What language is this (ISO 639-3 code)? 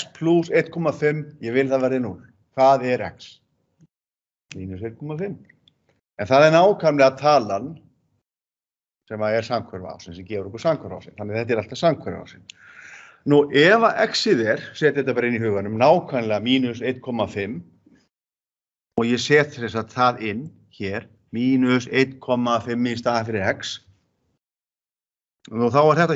isl